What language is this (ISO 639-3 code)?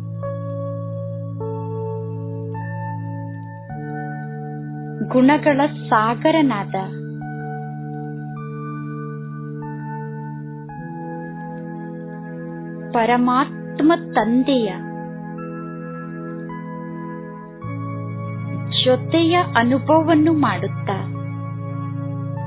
kan